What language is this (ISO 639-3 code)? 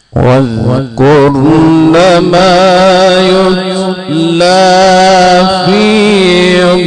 ara